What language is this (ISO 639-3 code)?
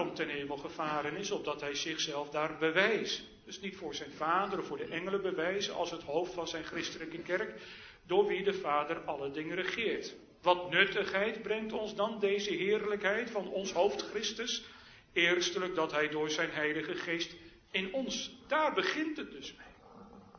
nld